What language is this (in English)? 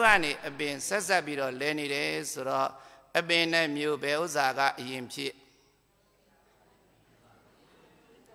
Burmese